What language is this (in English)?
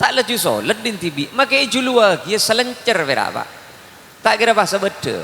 Madurese